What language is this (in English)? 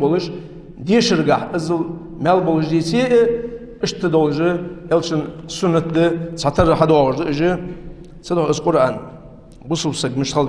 Ingush